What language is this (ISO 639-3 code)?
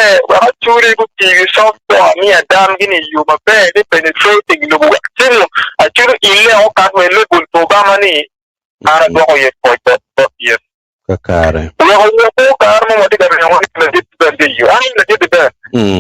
ach